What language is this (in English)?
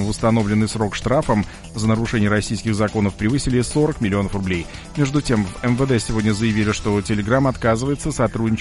Russian